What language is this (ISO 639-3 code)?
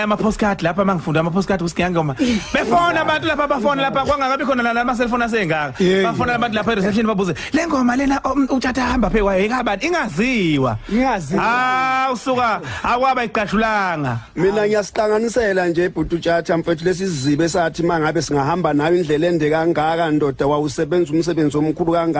zul